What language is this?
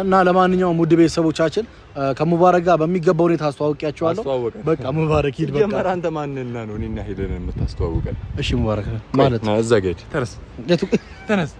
Amharic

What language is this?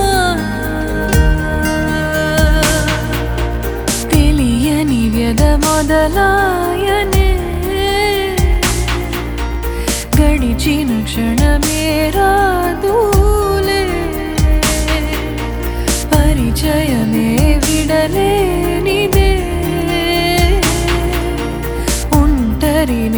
Telugu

